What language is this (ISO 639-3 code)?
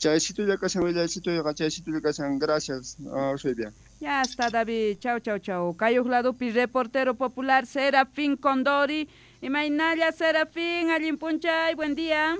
quh